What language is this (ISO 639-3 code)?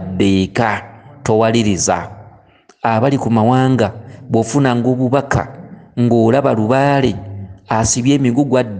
lug